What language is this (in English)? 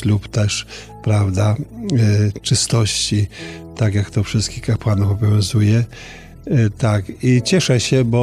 Polish